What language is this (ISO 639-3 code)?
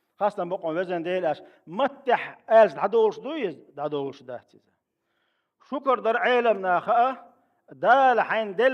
che